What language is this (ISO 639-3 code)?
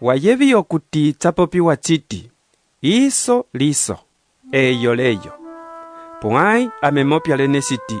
umb